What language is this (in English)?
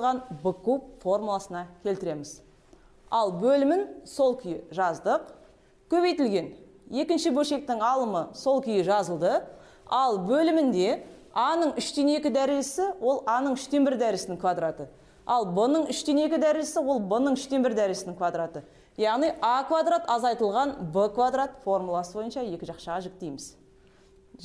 Kazakh